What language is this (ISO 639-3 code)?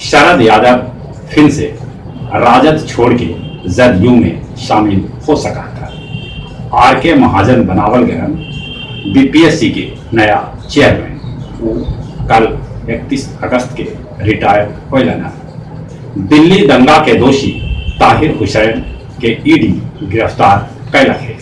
mag